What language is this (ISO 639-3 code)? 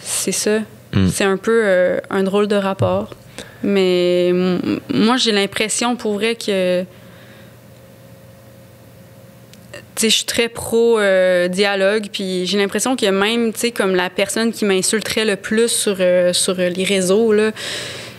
fra